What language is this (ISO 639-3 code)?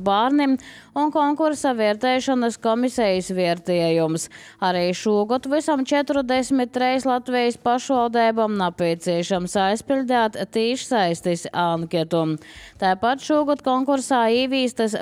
lav